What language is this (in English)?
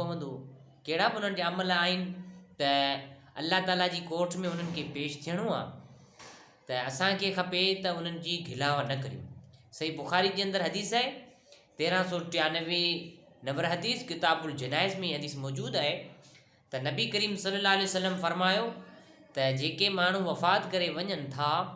Sindhi